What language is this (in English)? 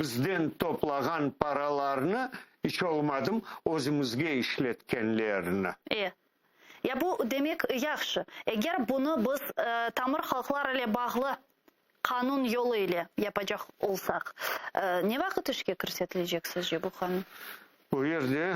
Crimean Tatar